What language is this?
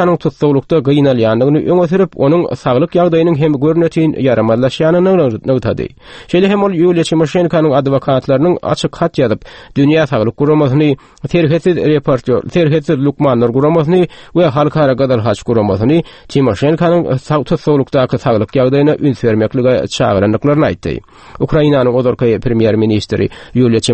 Turkmen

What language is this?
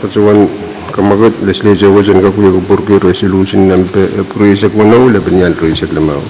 Pohnpeian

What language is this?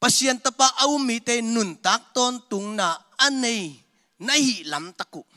Tedim Chin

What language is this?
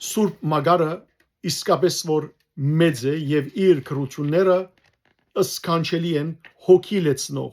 Western Armenian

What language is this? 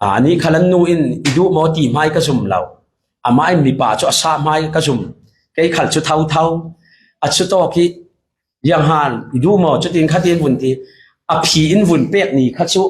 Falam Chin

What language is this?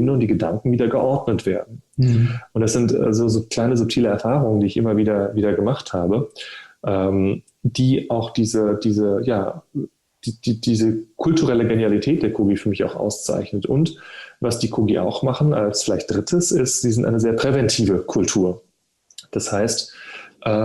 German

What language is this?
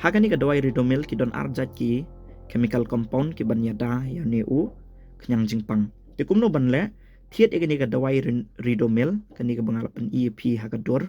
Khasi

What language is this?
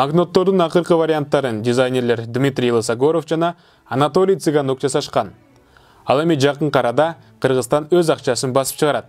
Kyrgyz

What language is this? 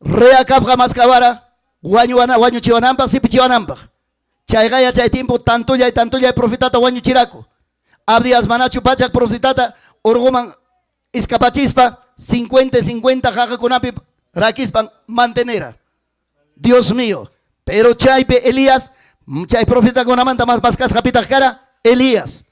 Ayacucho Quechua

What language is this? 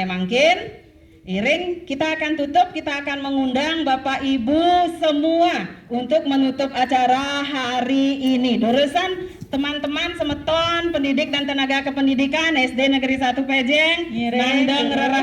Balinese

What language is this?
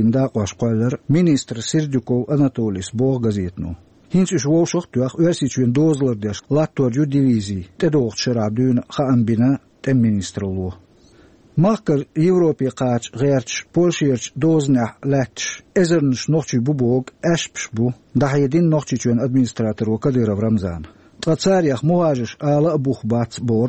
Chechen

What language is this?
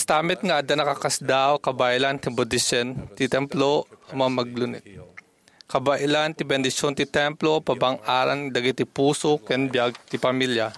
Iloko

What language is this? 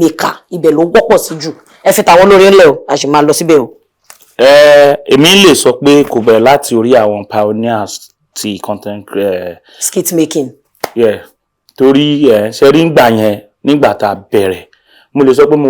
Yoruba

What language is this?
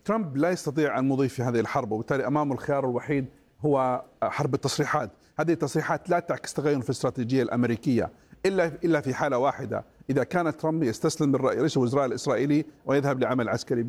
Arabic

